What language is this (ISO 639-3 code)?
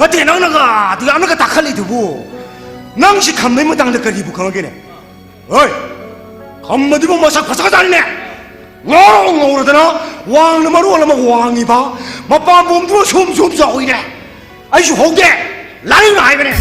mni